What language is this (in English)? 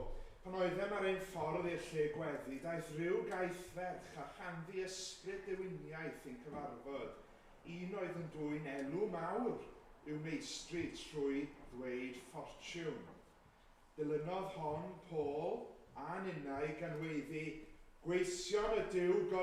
Welsh